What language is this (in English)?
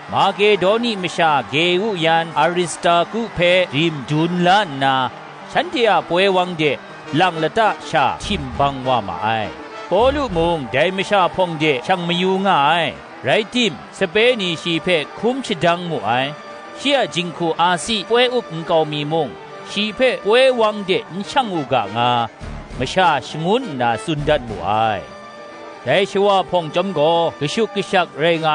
Kachin